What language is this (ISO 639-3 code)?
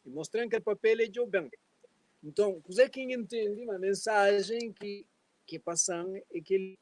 kea